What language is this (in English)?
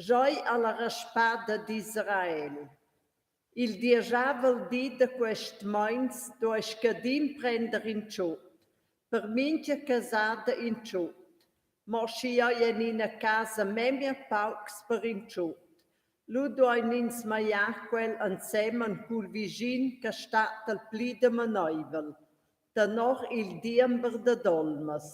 Romansh